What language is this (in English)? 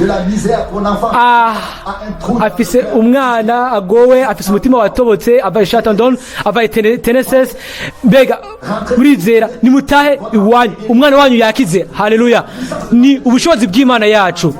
Rundi